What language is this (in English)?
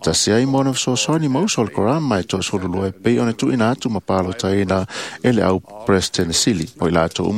Samoan